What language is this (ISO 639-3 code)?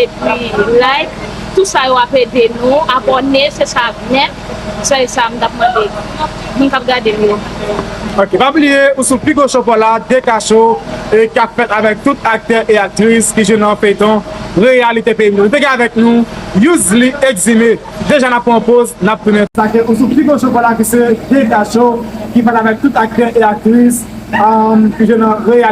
hat